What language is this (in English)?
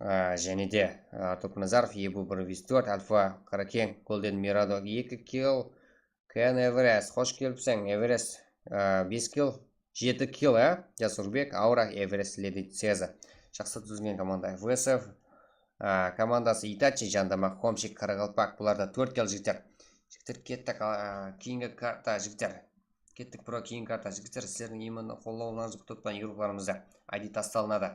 Kara-Kalpak